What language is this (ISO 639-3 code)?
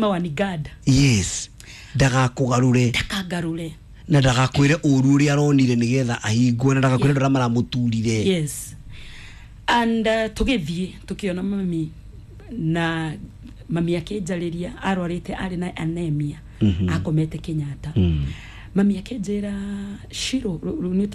kik